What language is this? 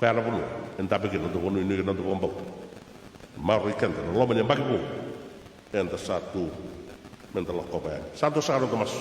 Fijian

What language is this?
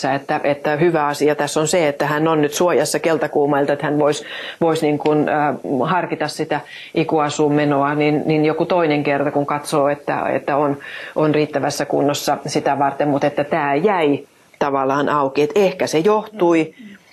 Finnish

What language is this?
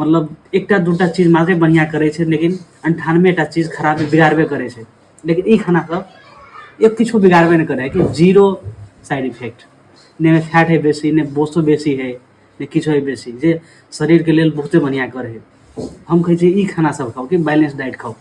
Maithili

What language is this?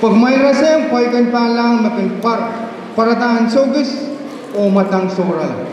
Pohnpeian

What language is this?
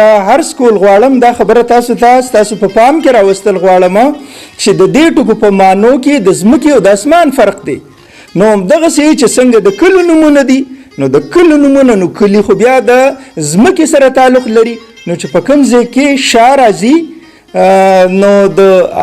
Pashto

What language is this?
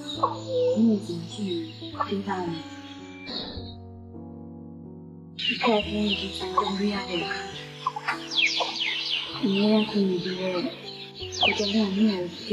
Burmese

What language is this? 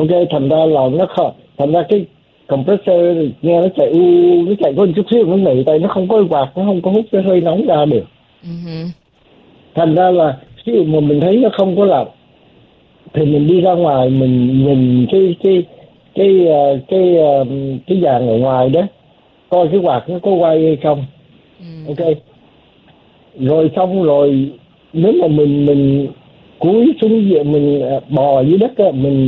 Vietnamese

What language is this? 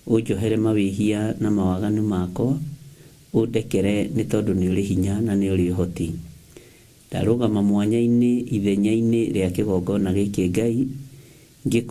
Kikuyu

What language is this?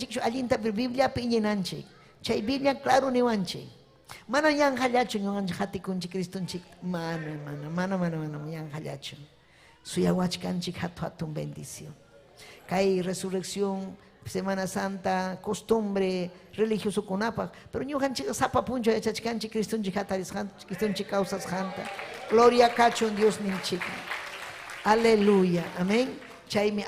Ayacucho Quechua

